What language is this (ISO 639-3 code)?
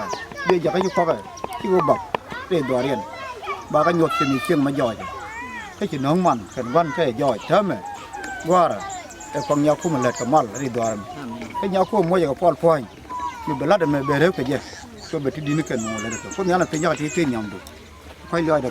nus